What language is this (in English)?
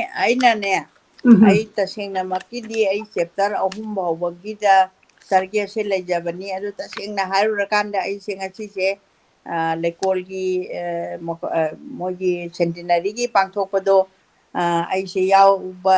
Manipuri